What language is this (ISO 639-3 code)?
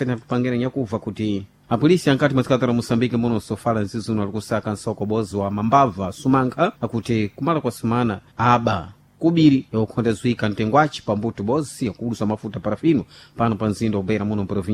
seh